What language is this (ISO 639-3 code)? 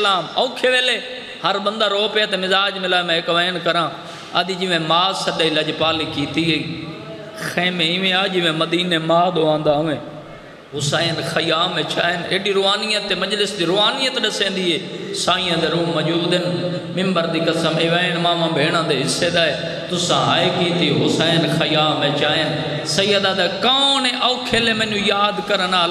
skr